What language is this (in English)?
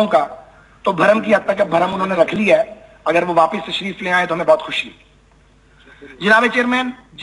Urdu